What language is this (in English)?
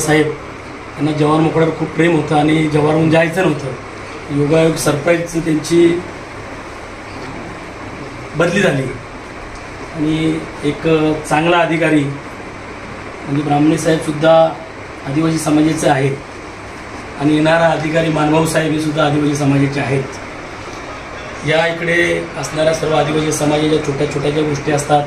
Marathi